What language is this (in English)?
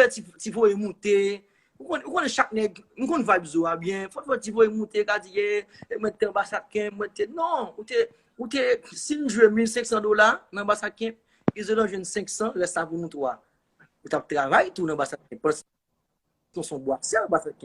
Haitian Creole